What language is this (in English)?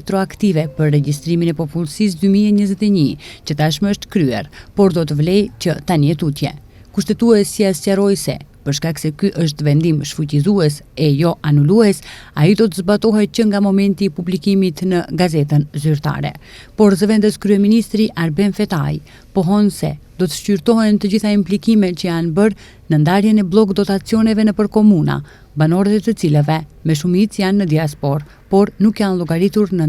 Albanian